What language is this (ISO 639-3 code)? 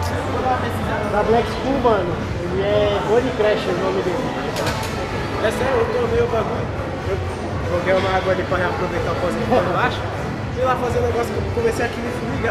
por